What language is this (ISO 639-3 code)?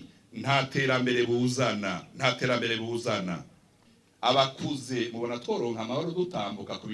run